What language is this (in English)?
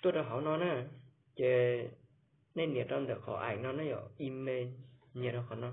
Hmong